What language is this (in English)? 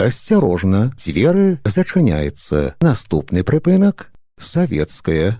Belarusian